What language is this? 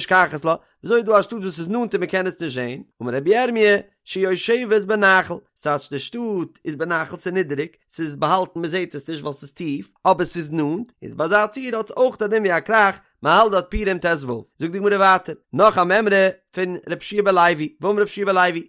Yiddish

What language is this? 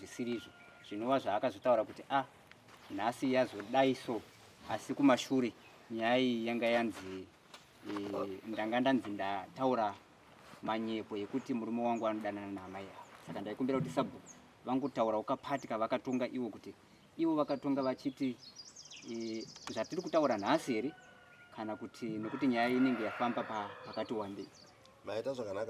Shona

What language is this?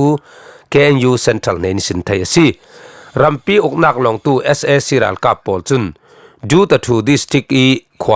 Falam Chin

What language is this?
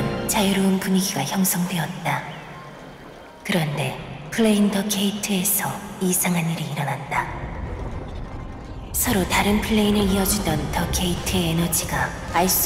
Korean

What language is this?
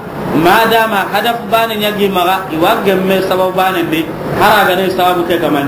Soninke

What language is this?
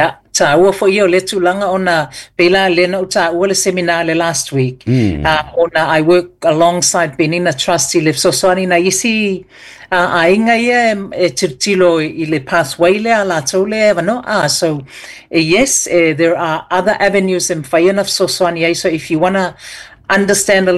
Samoan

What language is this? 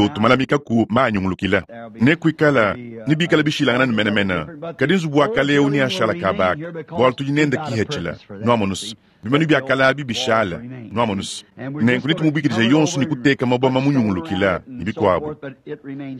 Luba-Lulua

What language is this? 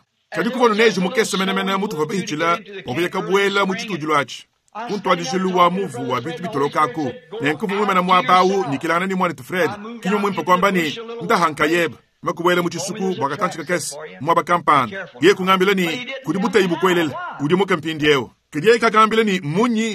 Luba-Lulua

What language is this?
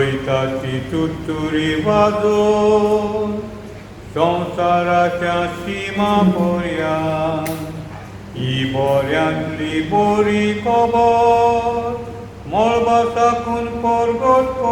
Konkani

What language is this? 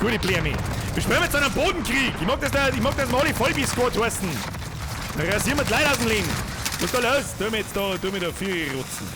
Bavarian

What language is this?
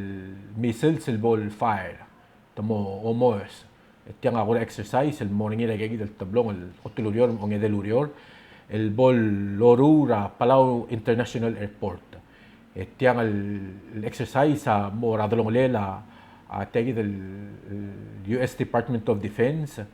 Palauan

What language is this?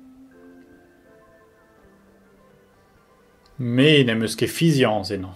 Breton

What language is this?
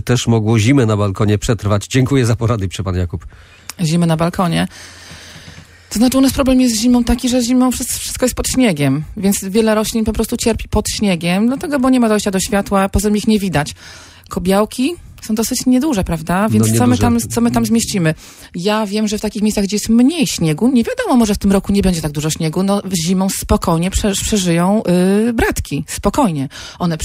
Polish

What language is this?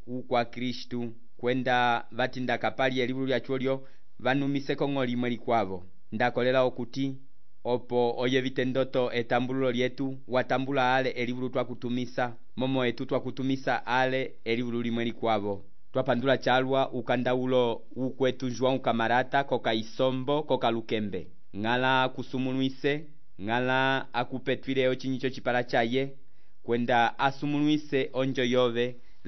Umbundu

